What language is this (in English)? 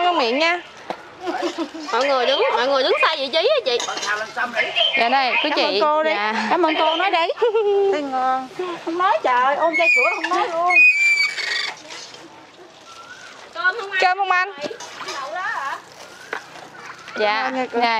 Vietnamese